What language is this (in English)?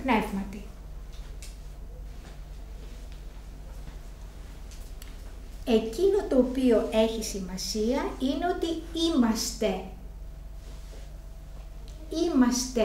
Greek